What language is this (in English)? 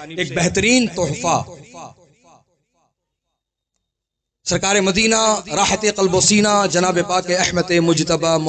Urdu